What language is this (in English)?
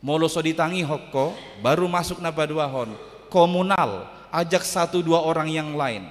Batak Toba